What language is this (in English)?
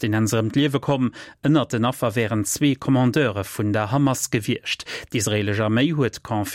Luxembourgish